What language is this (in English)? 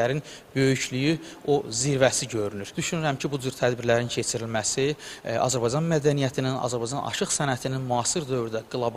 Azerbaijani